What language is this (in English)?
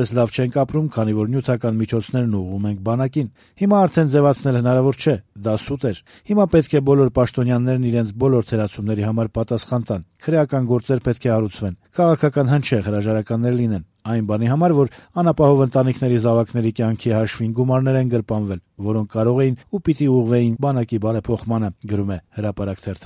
Armenian